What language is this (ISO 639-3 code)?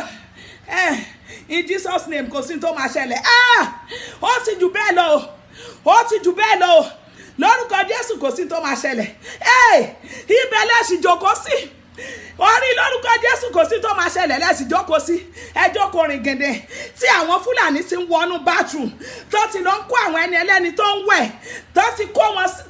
yor